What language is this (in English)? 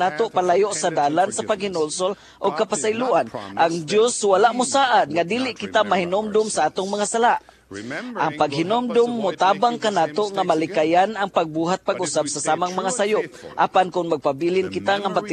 Cebuano